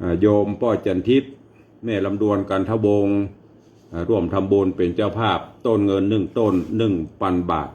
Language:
Northern Thai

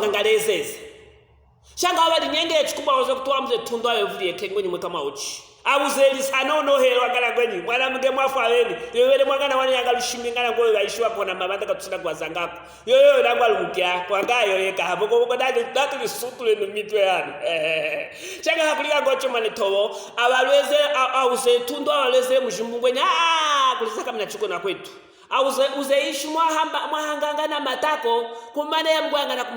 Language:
Luvale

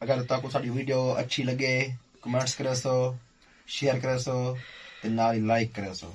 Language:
Saraiki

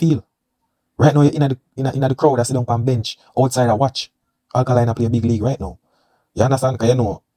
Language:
Jamaican Creole English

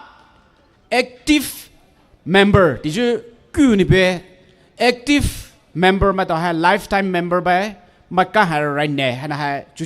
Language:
Poumei Naga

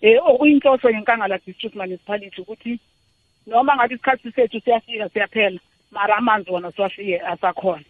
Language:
South Ndebele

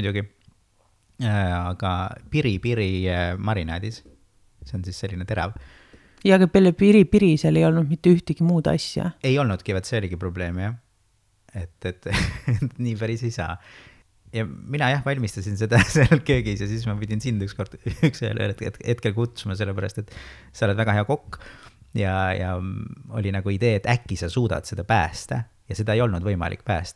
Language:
Estonian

